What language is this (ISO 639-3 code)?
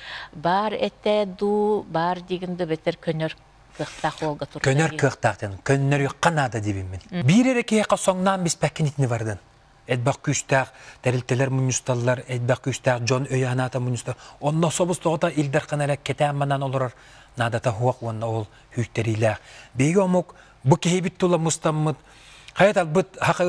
sah